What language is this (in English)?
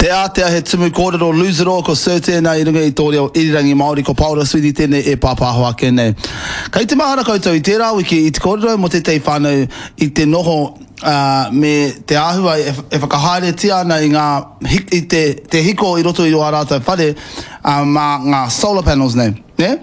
Māori